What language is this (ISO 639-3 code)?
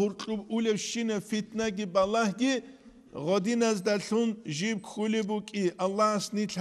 ava